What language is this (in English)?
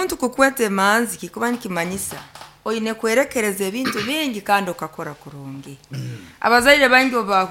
Nyoro